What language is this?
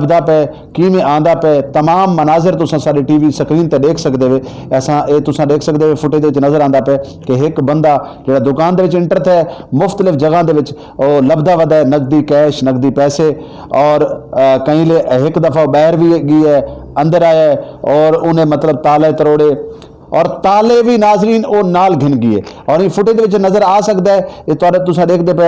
Saraiki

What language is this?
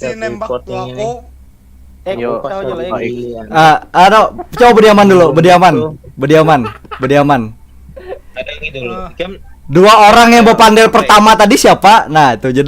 Banjar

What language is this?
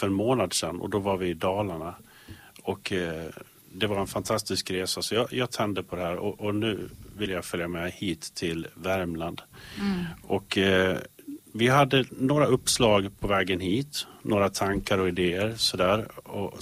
Swedish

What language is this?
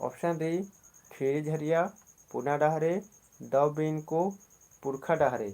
Kurukh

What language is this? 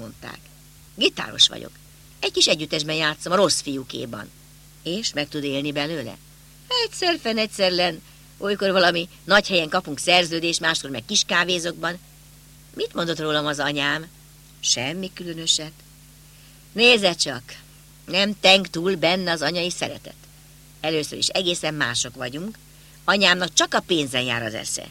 Hungarian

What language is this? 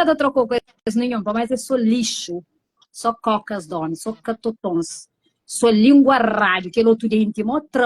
Kabuverdianu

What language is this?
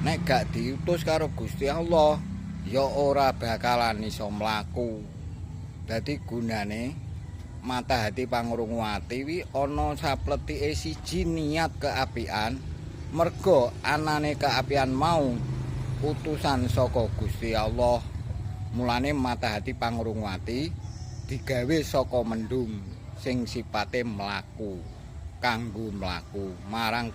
Javanese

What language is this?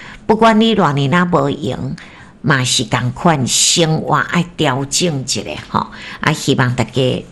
Min Nan Chinese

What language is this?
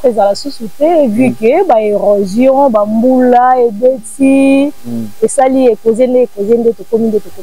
Lingala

